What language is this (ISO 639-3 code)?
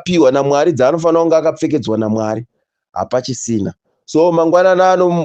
sna